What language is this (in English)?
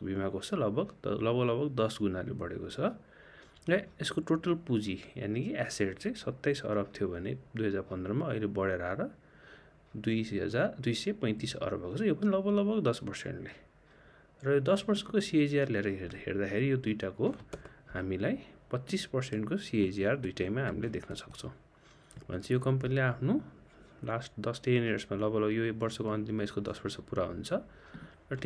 Nepali